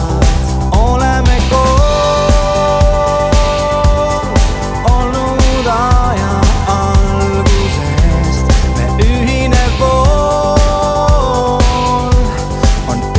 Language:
Estonian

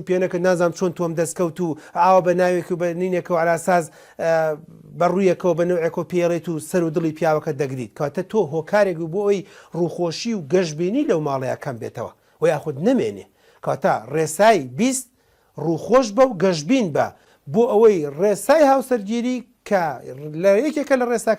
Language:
Central Kurdish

